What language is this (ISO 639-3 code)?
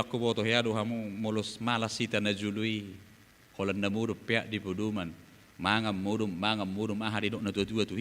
bbc